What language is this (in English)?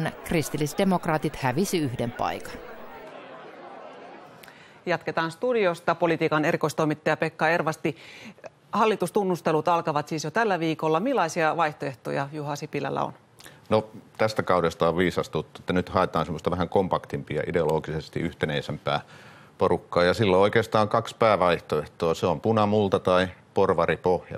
Finnish